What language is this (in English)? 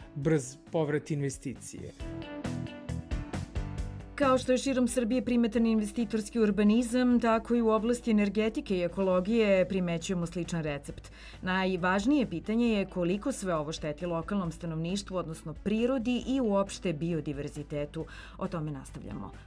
Serbian